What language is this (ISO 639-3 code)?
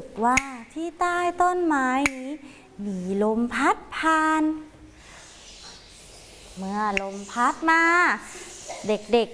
tha